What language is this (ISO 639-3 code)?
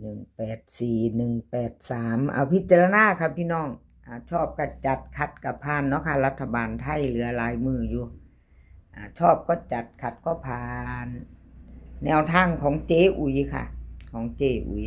tts